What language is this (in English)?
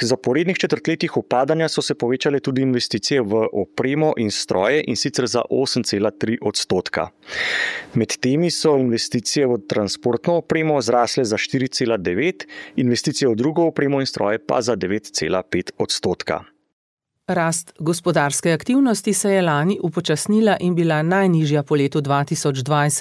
Slovenian